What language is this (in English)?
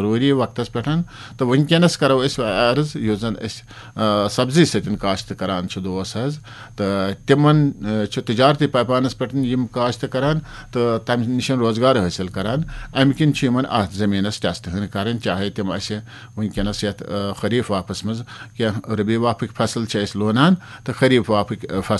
Kashmiri